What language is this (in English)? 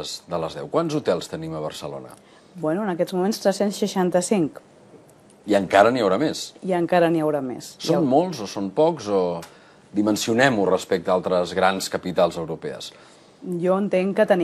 Catalan